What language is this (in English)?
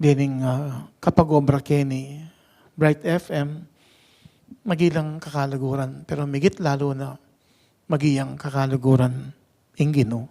Pampanga